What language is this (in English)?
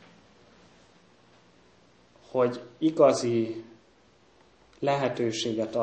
Hungarian